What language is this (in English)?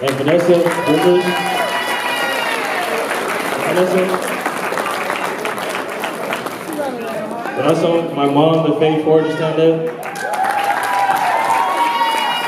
English